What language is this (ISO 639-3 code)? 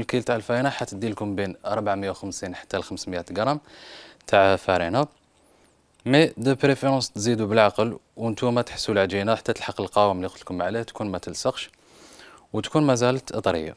arq